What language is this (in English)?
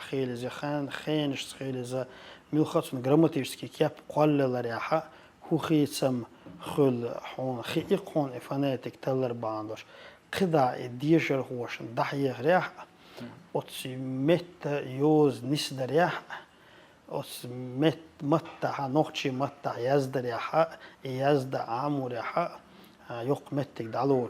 Chechen